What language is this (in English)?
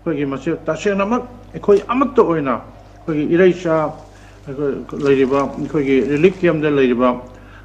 Manipuri